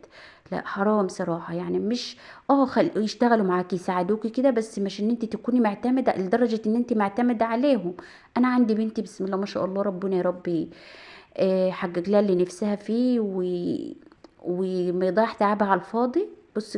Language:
Egyptian Arabic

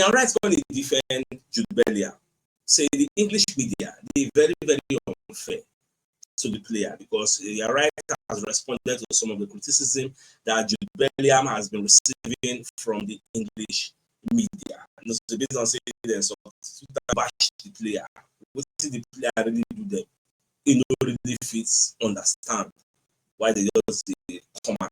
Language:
Nigerian Pidgin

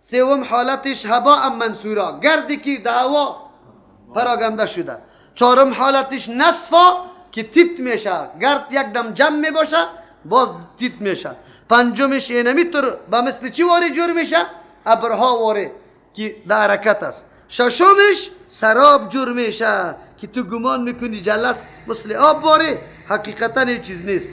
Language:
Persian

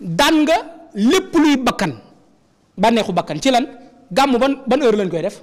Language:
Wolof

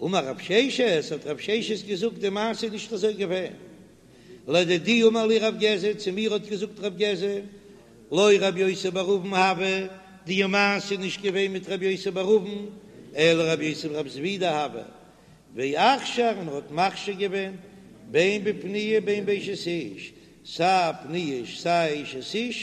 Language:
Yiddish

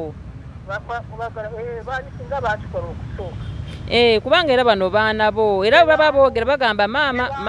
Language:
Ganda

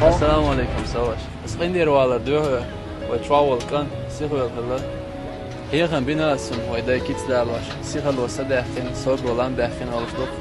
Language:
Chechen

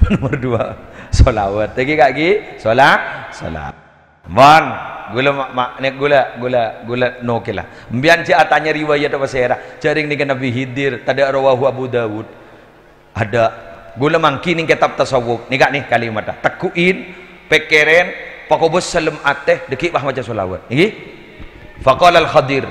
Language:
Madurese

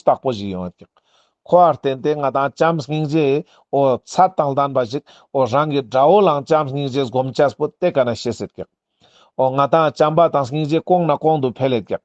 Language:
Ladakhi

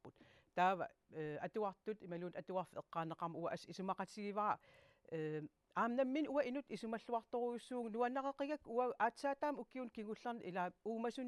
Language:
Kalaallisut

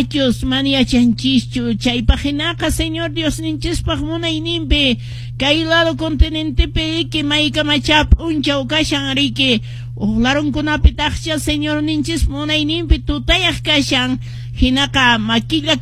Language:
Quechua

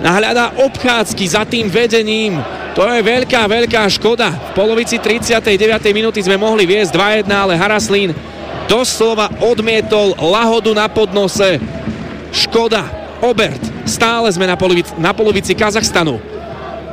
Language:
Slovak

